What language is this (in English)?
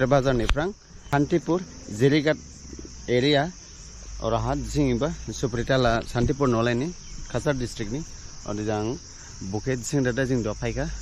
Dimasa